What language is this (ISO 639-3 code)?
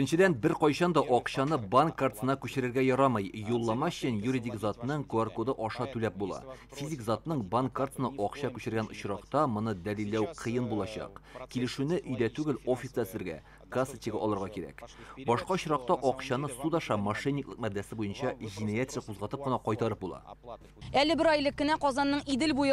tat